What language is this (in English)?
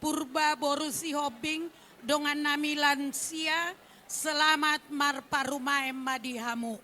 Batak Toba